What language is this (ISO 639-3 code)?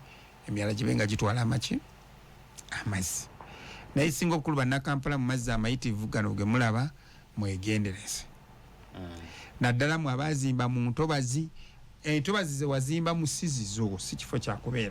lug